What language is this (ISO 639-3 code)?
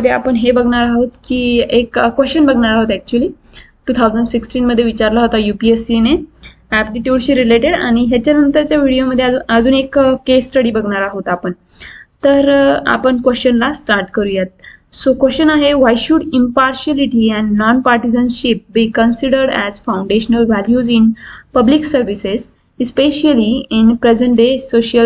mar